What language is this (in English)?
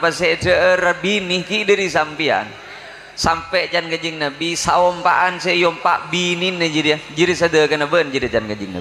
Madurese